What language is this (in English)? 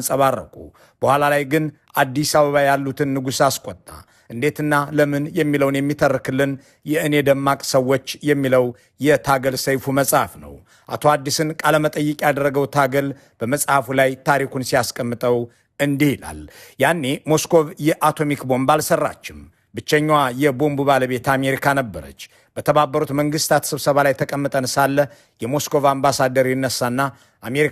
Amharic